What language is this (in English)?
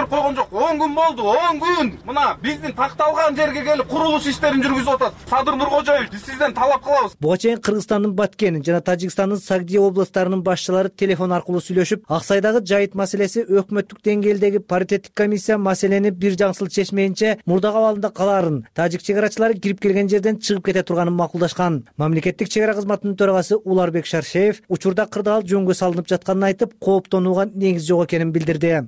Kyrgyz